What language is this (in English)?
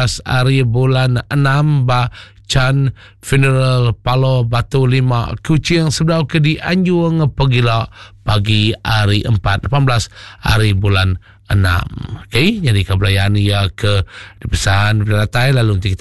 Iban